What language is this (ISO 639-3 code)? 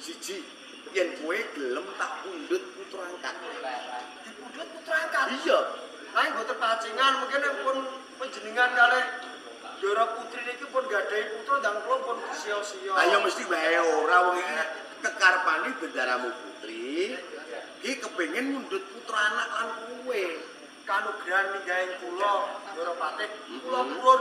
jav